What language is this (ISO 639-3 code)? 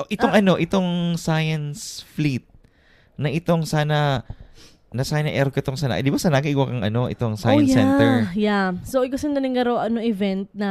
bik